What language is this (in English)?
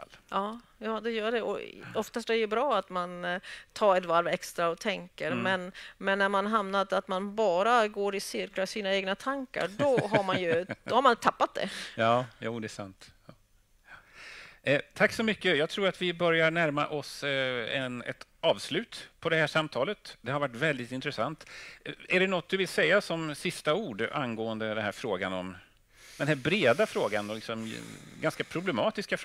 Swedish